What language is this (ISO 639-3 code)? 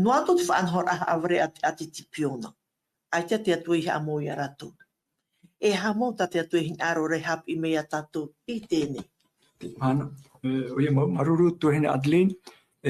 tah